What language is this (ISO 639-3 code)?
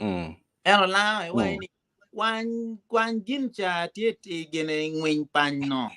ach